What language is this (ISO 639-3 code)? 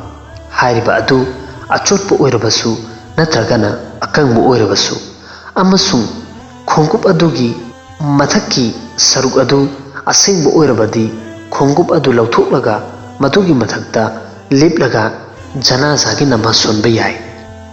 mni